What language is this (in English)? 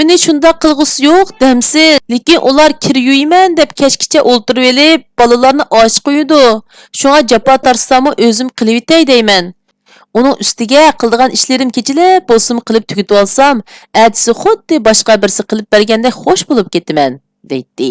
Uyghur